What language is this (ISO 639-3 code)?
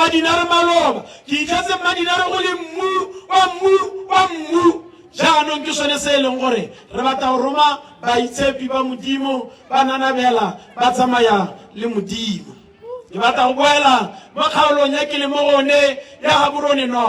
tsn